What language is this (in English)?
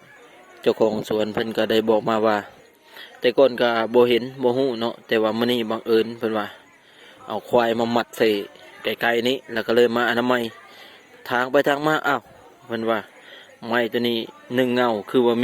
Lao